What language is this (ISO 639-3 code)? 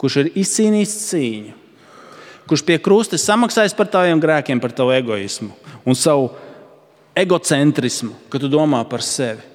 lav